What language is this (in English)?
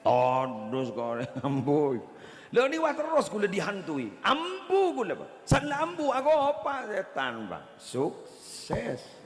Madurese